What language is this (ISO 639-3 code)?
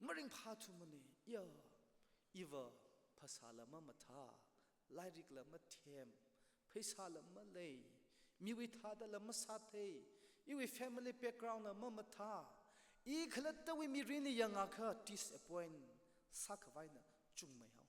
nmf